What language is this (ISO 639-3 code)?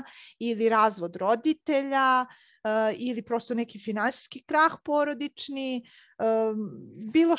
srp